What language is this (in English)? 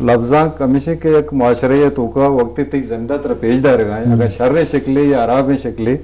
Eastern Balochi